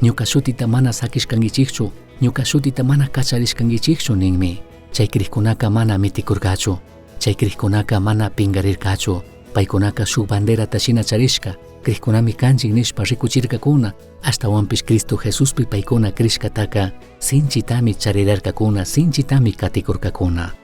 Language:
Chimborazo Highland Quichua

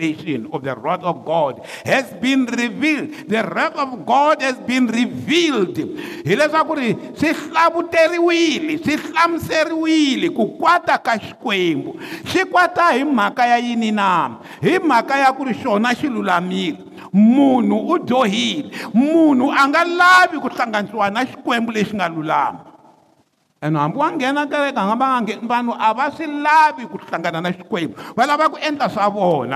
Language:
Tsonga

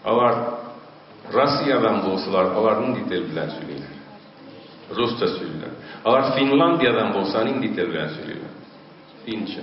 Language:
Tatar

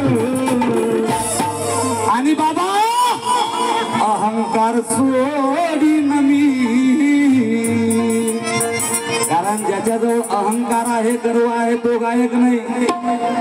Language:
Marathi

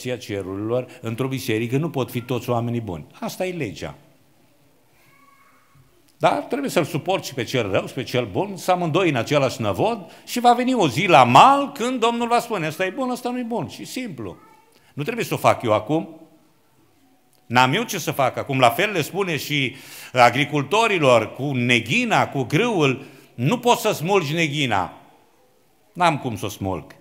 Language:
Romanian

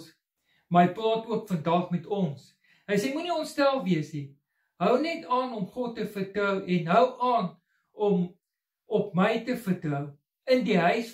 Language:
Afrikaans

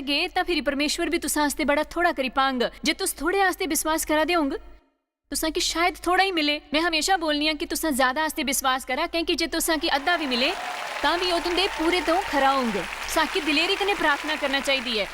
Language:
Dogri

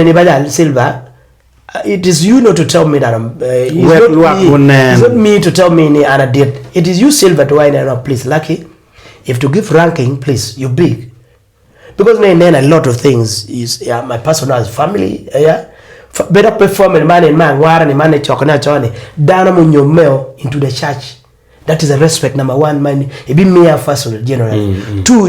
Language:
Acoli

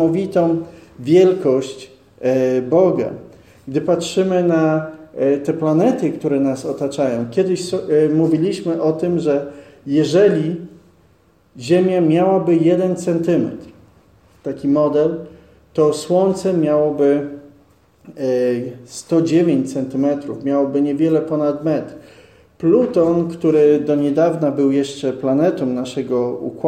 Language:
Polish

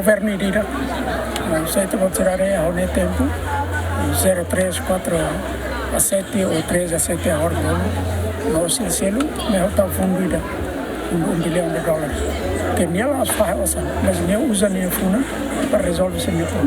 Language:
Tetum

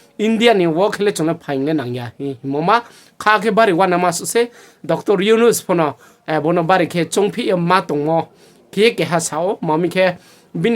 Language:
Riang (India)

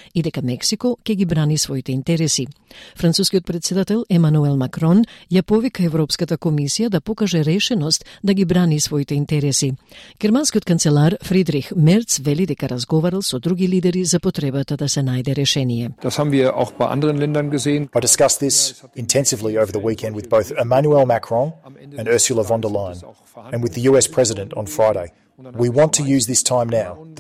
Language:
Macedonian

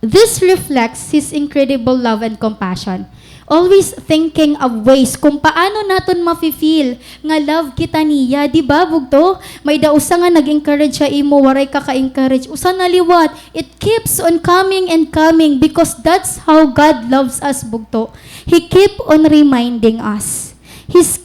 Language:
Waray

